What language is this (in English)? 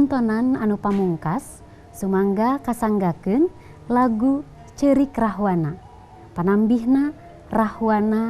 Sundanese